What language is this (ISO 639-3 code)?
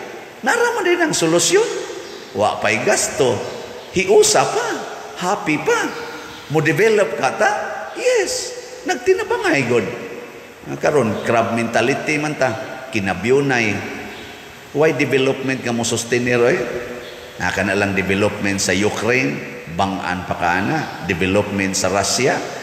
ceb